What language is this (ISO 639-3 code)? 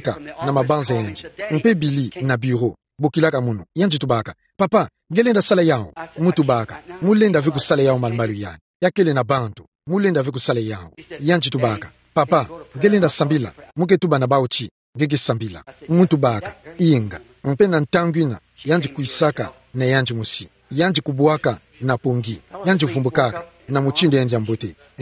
ktu